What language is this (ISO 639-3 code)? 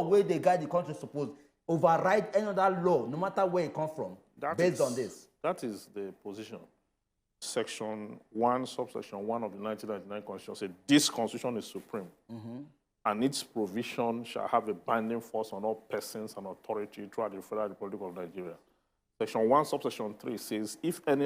pcm